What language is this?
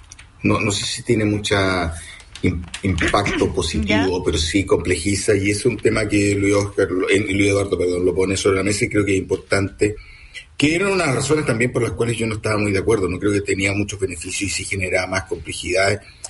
Spanish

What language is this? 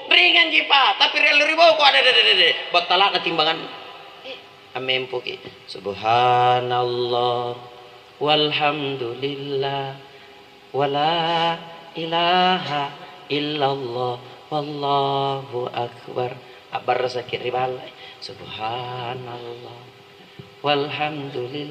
Makasar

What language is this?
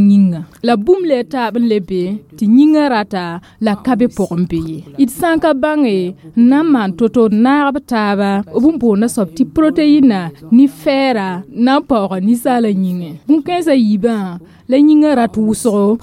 Mossi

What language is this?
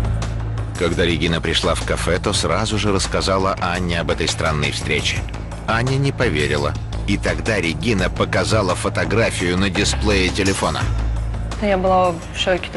Russian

